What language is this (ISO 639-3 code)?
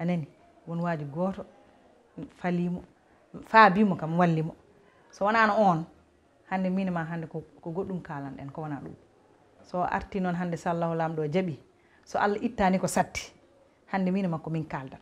ful